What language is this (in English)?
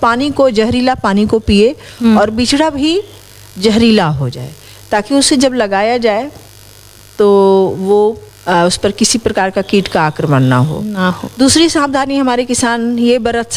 Hindi